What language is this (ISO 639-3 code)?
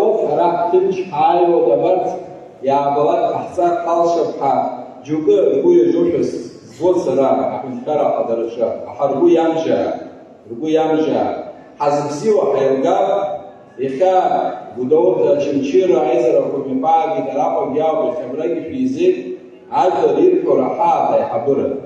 abk